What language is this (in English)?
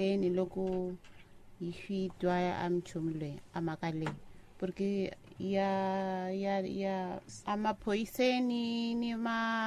Tsonga